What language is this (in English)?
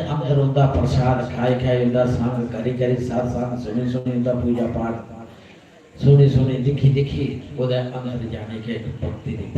Dogri